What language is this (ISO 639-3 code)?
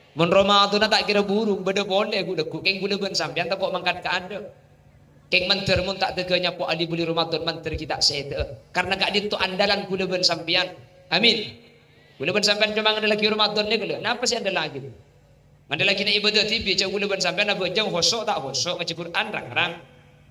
mad